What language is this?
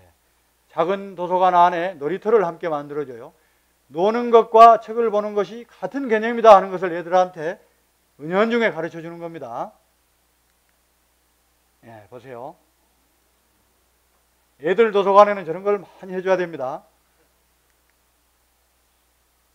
Korean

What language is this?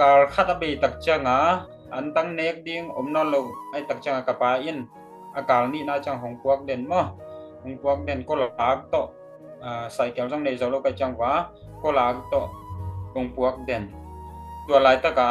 Tedim Chin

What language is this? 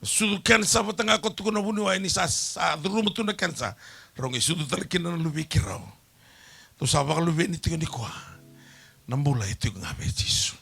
Fijian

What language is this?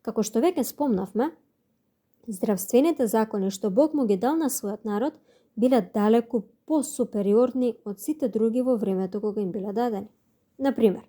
Macedonian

